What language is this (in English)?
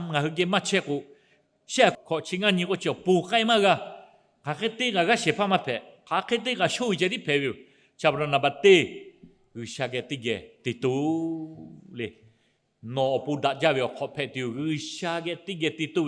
Lahu